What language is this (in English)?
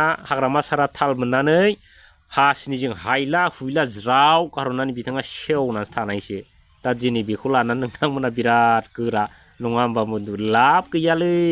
Bodo